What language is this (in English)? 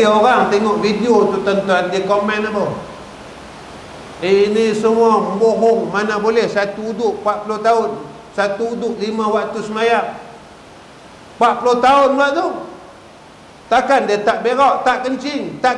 Malay